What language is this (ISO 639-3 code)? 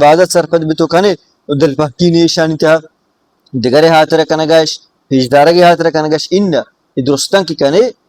bal